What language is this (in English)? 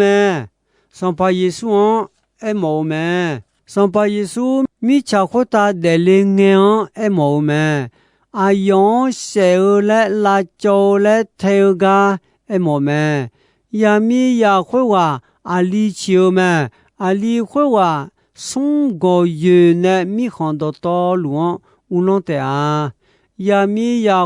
Akha